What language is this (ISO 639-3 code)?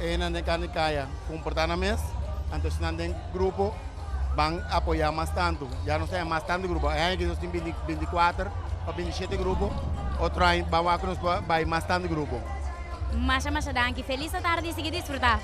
pap